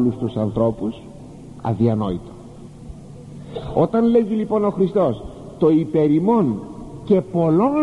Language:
Greek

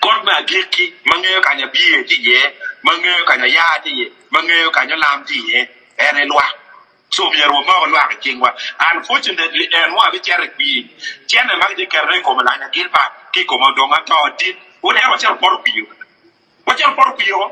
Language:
Acoli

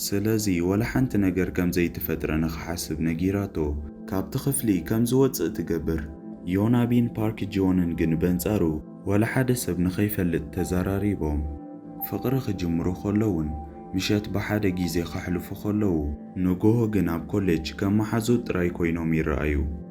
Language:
Tigrinya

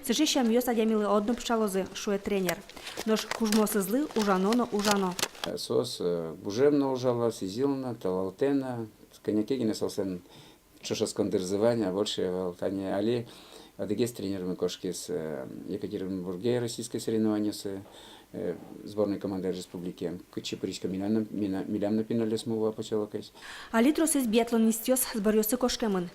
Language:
Udmurt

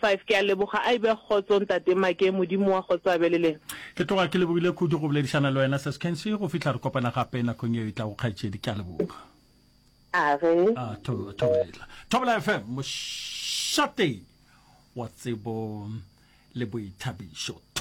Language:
Northern Sotho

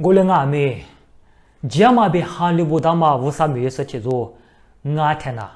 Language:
Lisu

